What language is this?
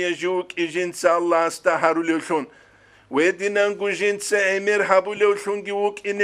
Avaric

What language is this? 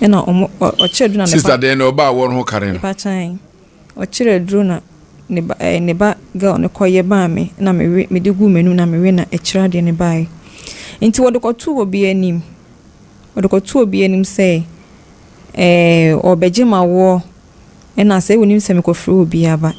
Akan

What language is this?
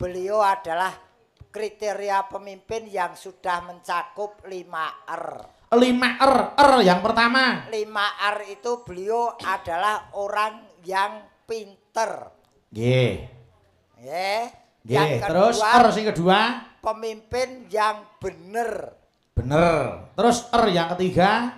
Javanese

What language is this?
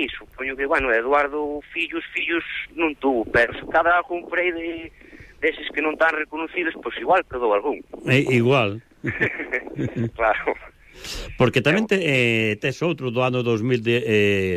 Galician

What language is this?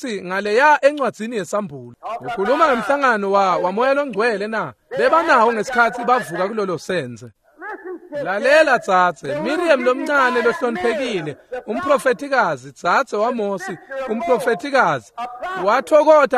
Swati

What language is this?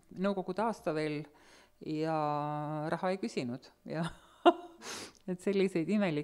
Estonian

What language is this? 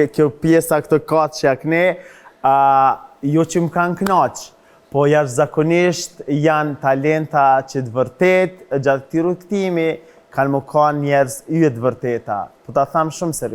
Albanian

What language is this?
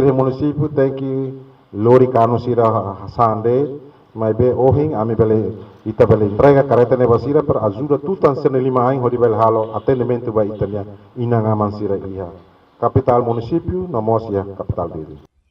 Tetum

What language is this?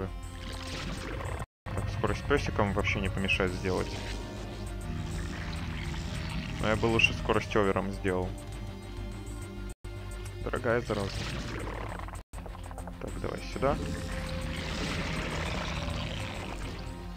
Russian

